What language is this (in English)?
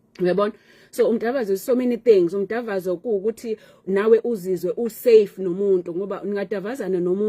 Zulu